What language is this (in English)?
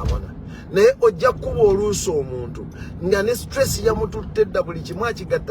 Ganda